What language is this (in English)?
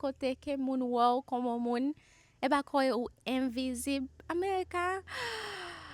Haitian Creole